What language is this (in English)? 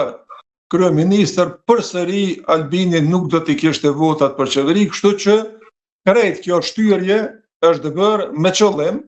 Albanian